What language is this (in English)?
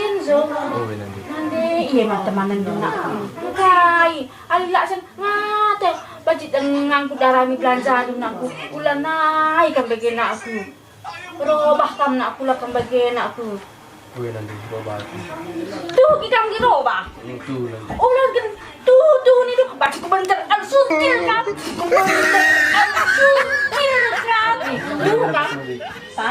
Batak Karo